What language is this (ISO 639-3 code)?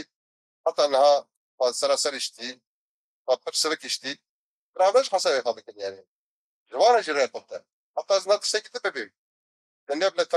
kur